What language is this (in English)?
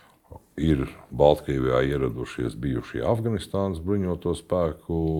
Latvian